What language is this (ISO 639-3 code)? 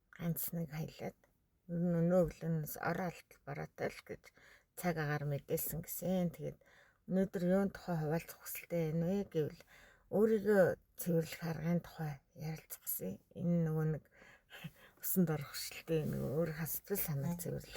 mon